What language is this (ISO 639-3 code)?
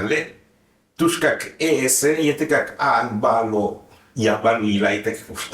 yua